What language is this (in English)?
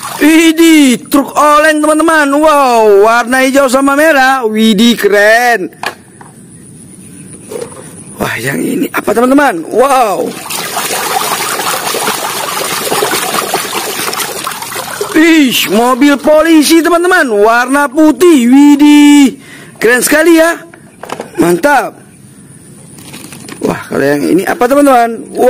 Indonesian